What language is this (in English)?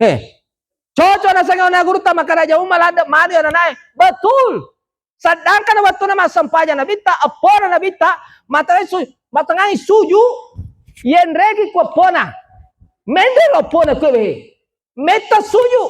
Buginese